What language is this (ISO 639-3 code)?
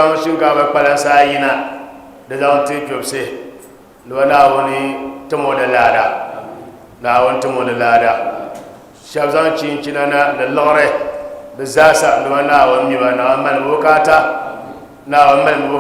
dag